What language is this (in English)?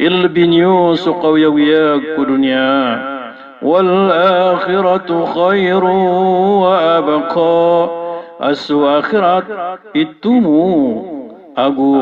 Maranao